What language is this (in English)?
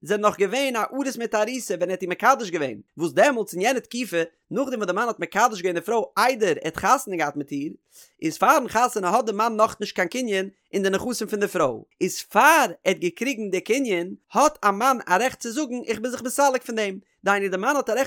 Yiddish